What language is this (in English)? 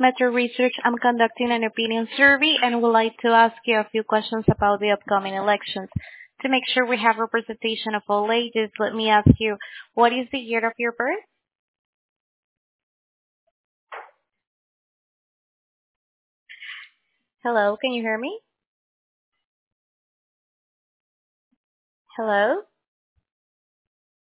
English